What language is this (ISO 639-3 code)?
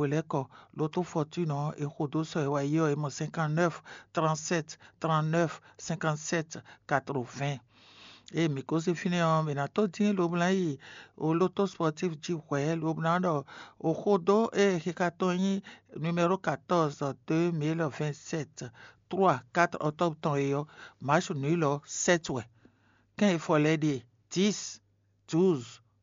fon